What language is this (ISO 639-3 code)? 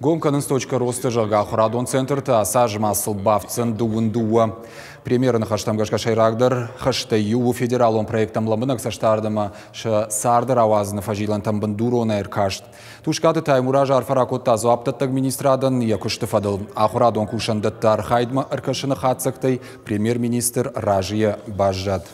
oss